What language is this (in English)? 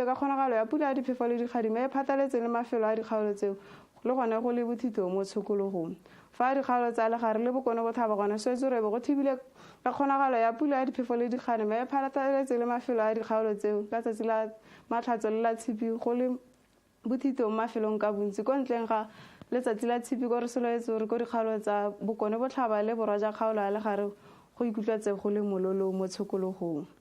Tswana